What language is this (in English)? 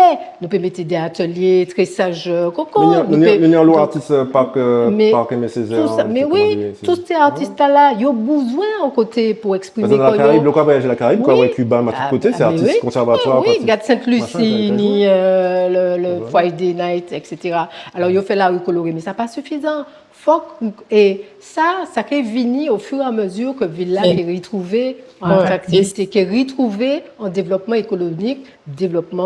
Guadeloupean Creole French